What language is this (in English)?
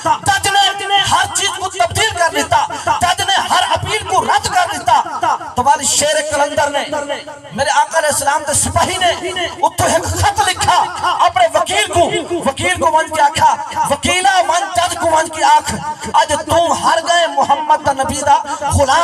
Saraiki